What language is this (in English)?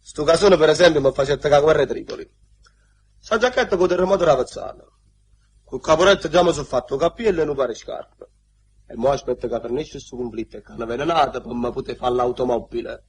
Neapolitan